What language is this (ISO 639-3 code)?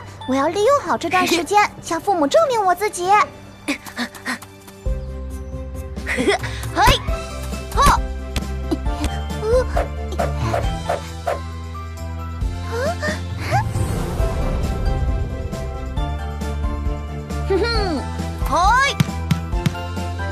zho